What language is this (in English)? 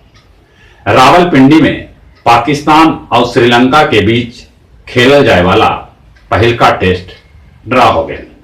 Magahi